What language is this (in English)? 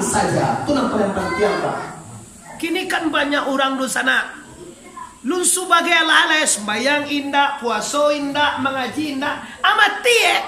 Minangkabau